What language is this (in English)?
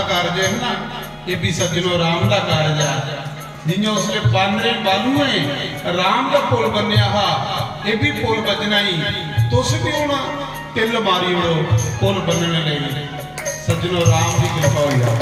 Dogri